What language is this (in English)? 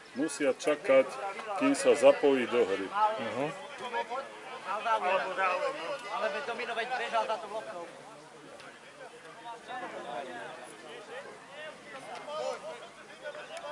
Slovak